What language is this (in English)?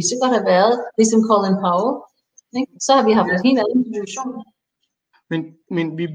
Danish